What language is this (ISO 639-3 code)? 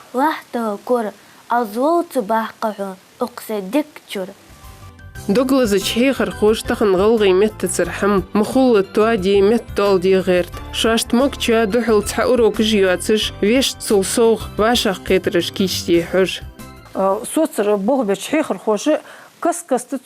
inh